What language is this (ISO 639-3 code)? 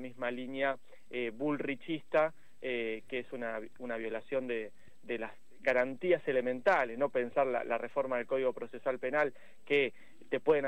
spa